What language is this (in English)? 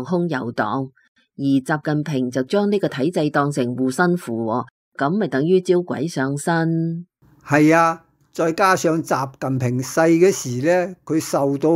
Cantonese